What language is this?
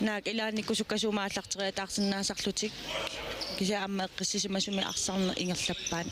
Kalaallisut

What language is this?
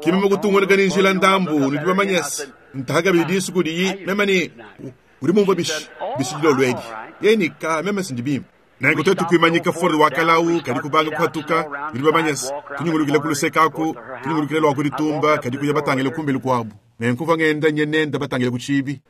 Luba-Lulua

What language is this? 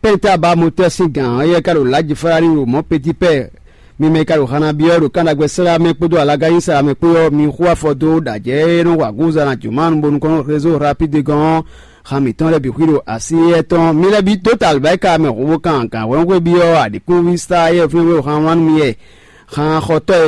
Fon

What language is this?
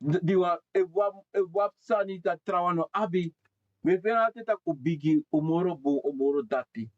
Sranan Tongo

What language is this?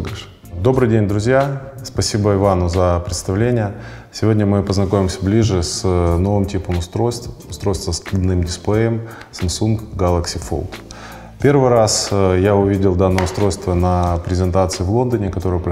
Russian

